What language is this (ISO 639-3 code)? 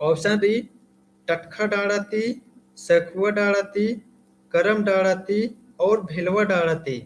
kru